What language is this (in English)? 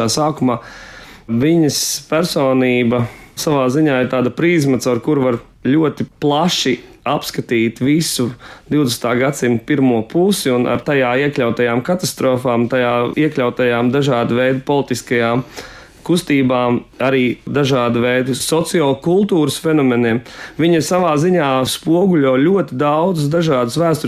Latvian